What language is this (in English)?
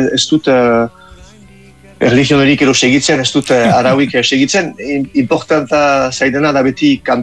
Basque